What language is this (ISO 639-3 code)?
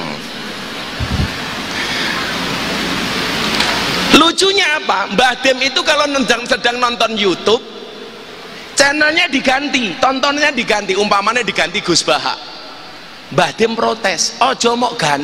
ind